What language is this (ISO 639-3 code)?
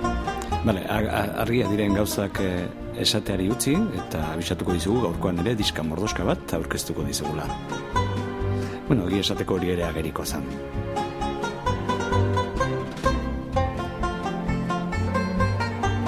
eus